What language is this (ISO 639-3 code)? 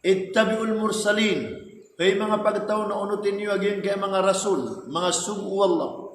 mrw